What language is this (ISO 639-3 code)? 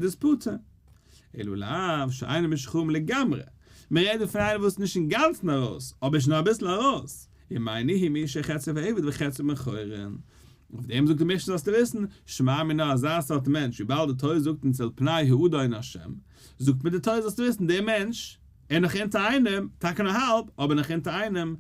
yid